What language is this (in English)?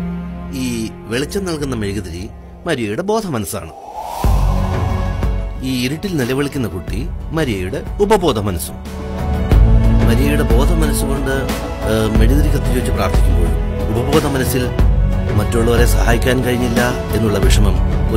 Malayalam